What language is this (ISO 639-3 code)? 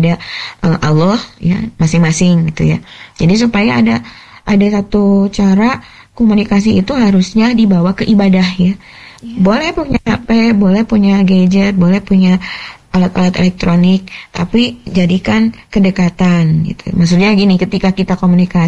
ind